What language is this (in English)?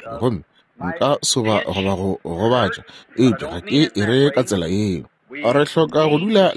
Northern Sotho